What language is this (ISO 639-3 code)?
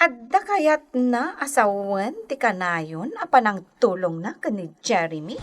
ilo